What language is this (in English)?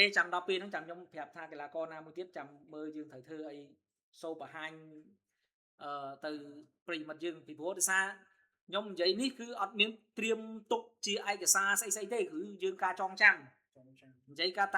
Khmer